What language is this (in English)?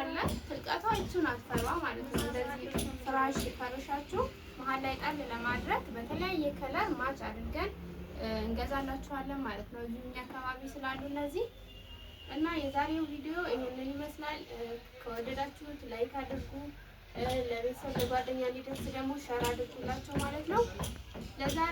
Amharic